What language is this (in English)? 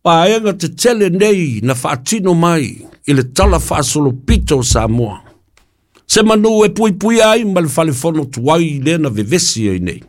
Samoan